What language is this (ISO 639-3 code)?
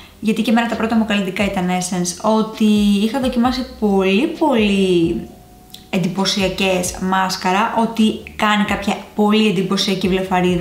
ell